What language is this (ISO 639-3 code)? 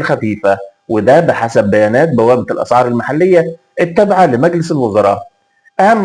arz